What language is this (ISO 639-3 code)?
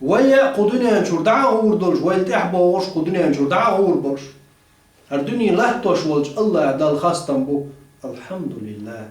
che